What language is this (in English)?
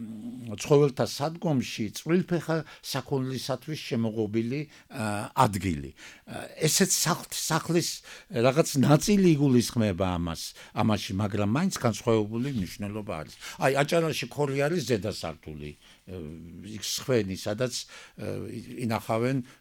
Georgian